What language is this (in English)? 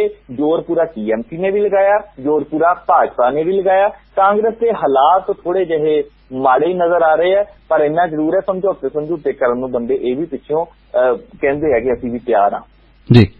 Punjabi